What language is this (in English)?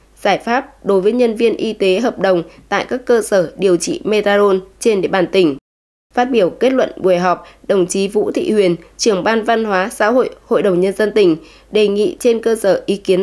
Vietnamese